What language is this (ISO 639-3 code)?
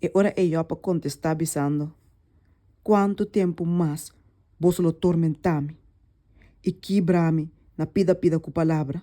pap